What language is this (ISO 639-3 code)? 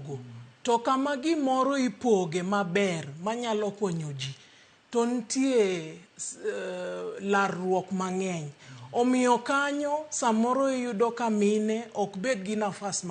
luo